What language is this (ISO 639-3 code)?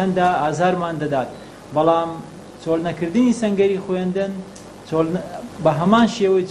ckb